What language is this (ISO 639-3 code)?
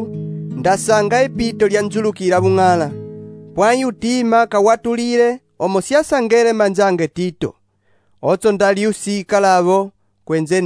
umb